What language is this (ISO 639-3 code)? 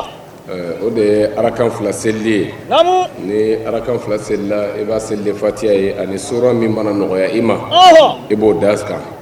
bam